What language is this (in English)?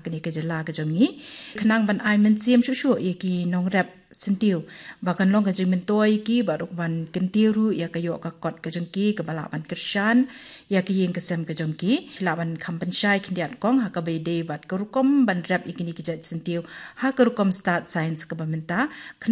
Khasi